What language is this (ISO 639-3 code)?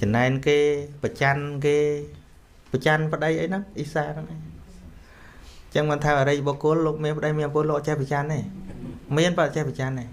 khm